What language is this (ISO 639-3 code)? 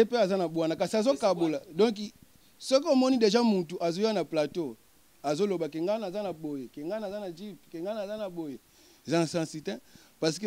lin